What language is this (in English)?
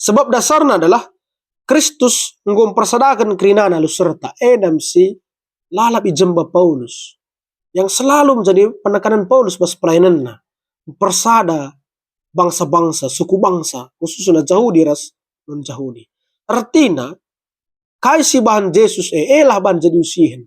Batak Karo